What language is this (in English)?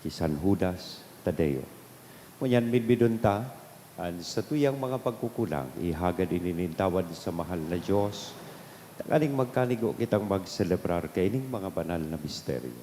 Bikol